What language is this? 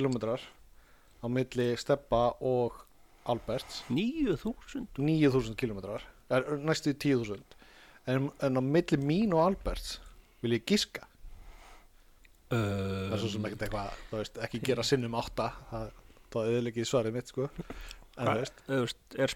Icelandic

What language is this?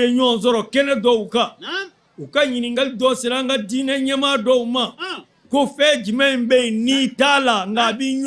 Bambara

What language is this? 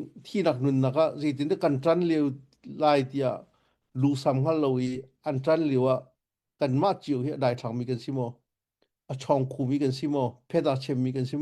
Hakha Chin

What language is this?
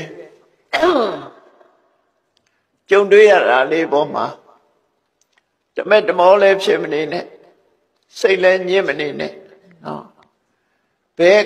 Burmese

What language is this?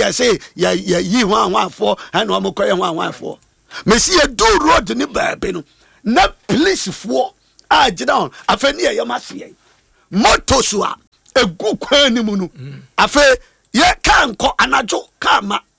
Akan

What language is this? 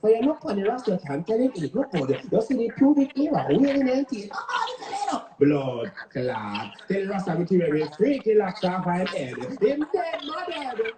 Jamaican Creole English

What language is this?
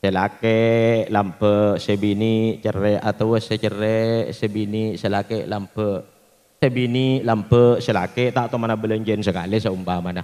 Madurese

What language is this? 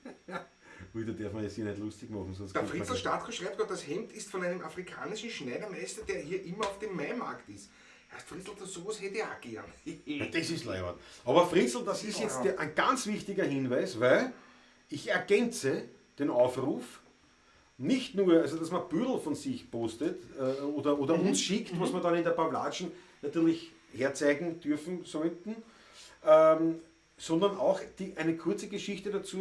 Bavarian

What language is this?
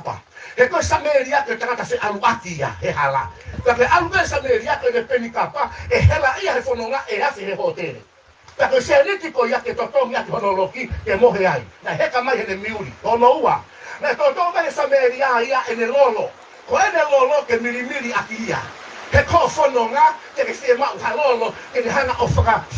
Tongan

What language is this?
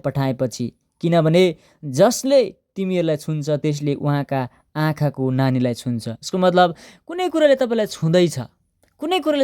Nepali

